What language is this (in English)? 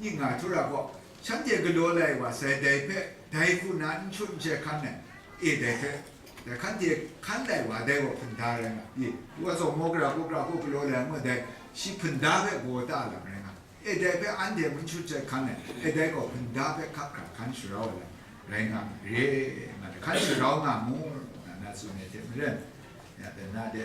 Kachin